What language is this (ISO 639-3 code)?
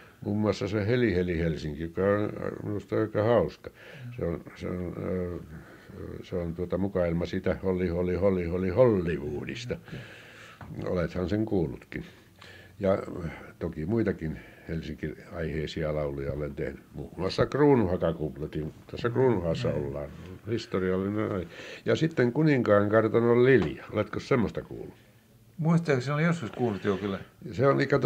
fin